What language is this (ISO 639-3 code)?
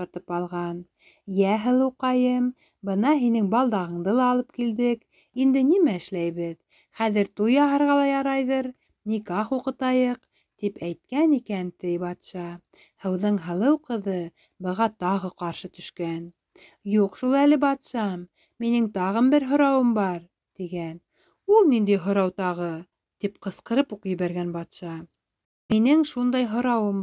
bak